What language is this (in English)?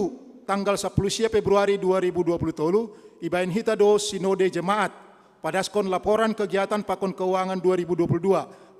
Batak Simalungun